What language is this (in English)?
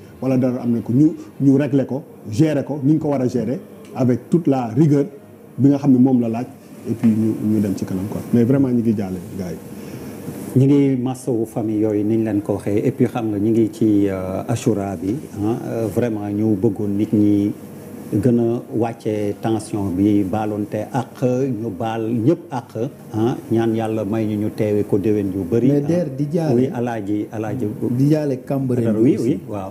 Wolof